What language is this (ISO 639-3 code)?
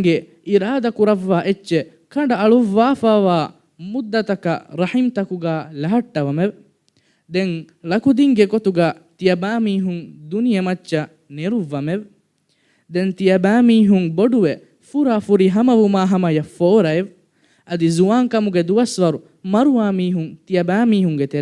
div